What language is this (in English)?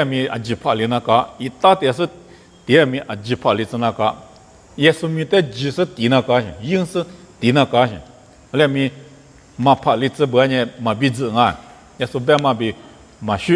Lisu